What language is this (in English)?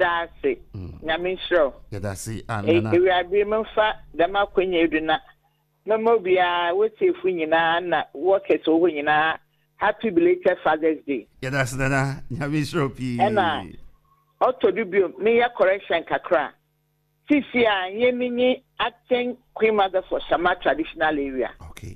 Akan